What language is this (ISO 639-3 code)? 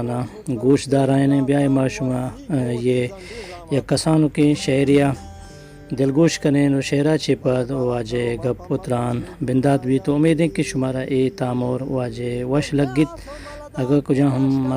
bgp